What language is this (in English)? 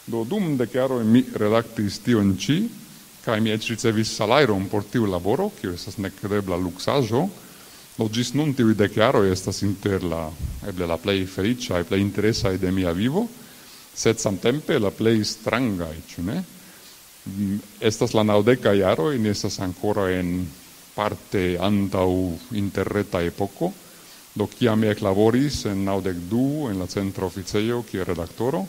Esperanto